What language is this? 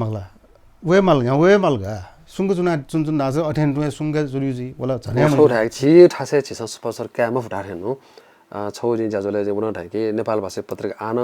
Newari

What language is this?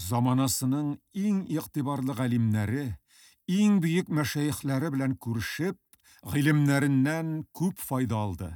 Tatar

